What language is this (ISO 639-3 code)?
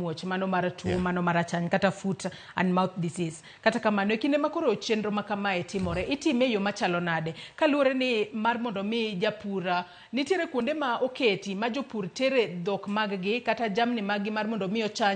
luo